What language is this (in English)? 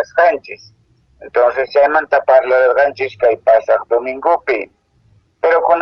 Quechua